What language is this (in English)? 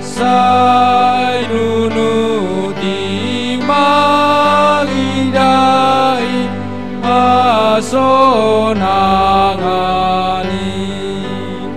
Batak Simalungun